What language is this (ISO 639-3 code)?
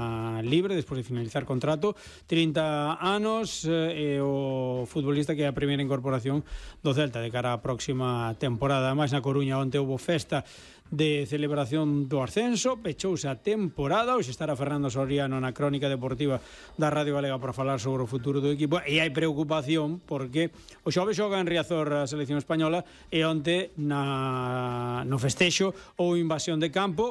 glg